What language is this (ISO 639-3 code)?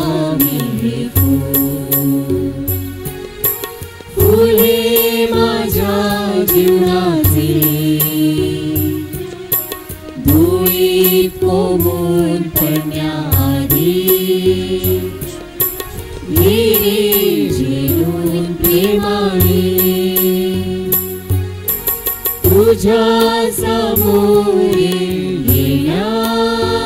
mar